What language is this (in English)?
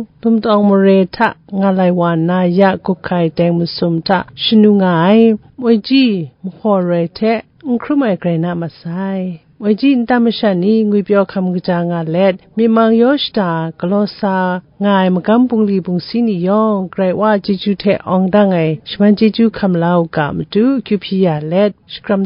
Kachin